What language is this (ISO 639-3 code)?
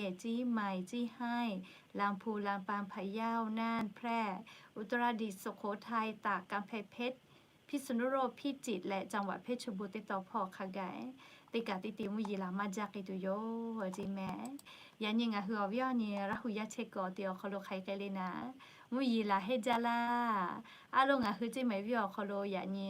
lhu